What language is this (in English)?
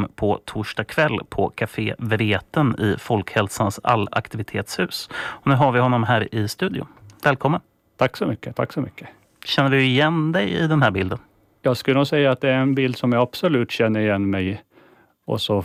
Swedish